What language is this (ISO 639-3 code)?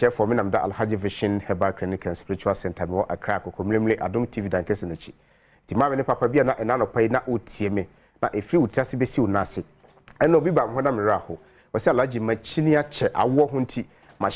aka